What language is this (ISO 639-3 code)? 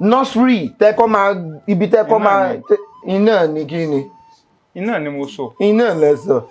yor